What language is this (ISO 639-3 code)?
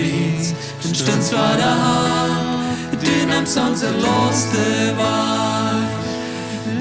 pdt